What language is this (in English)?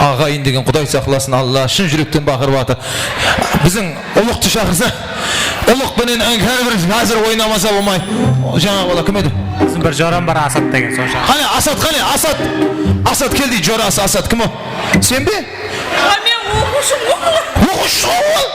Kara-Kalpak